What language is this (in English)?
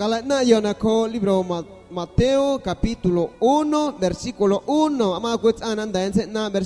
San Pedro Amuzgos Amuzgo